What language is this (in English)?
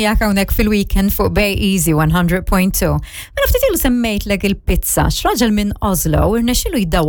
Maltese